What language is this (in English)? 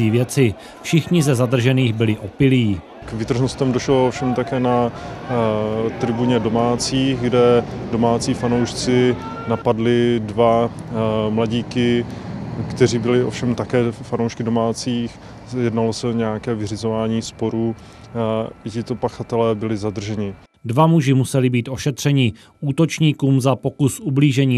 Czech